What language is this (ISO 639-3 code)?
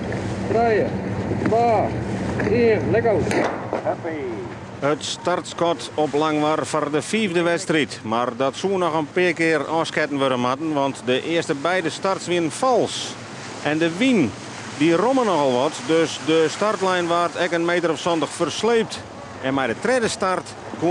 fry